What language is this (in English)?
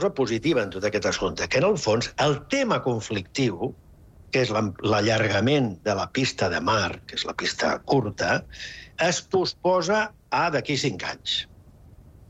Catalan